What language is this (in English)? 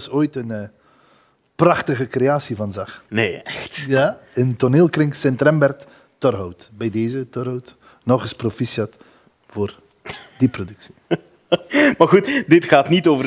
Dutch